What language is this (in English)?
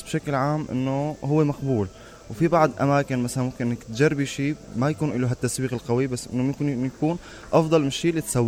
Mesopotamian Arabic